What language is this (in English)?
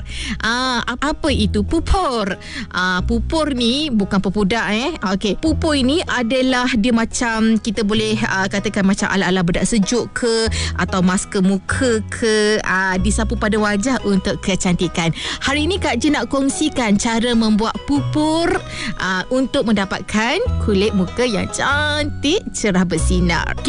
Malay